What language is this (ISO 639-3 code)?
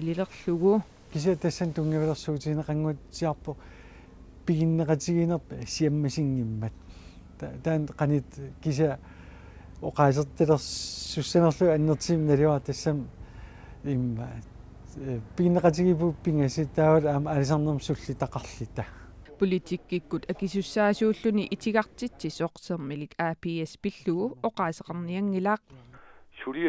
kal